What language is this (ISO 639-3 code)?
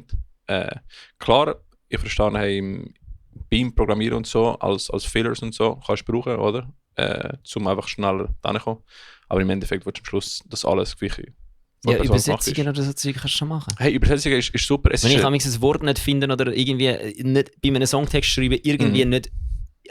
gsw